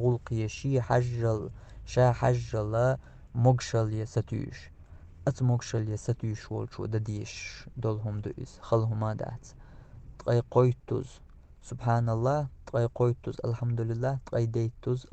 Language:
Chechen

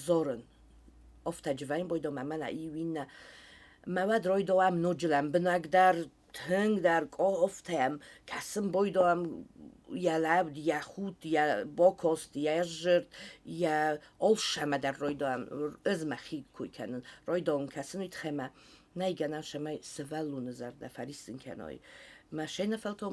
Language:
Ossetic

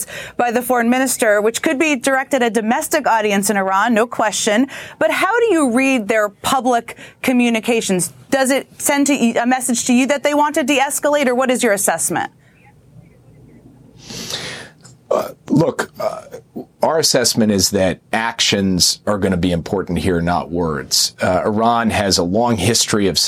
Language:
English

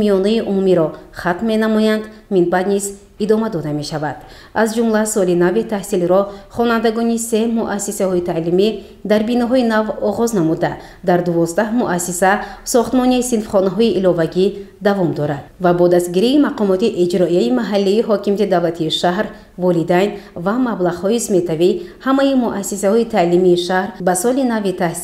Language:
Tajik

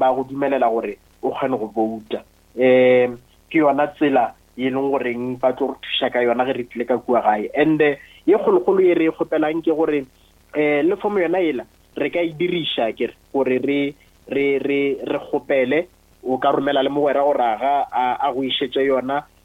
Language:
Northern Sotho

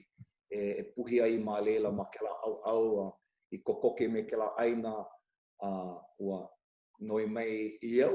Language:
Hawaiian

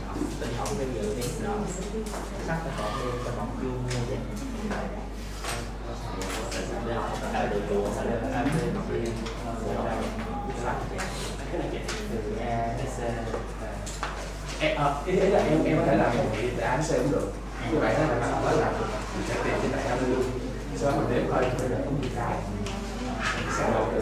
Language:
Vietnamese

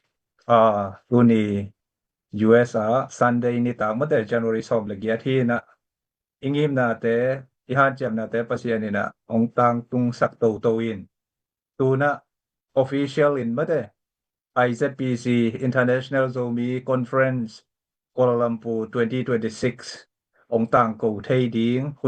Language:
Tedim Chin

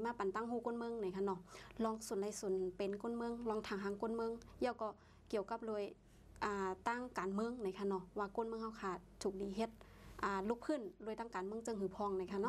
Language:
Shan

